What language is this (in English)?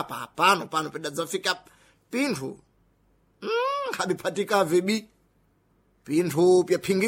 Sena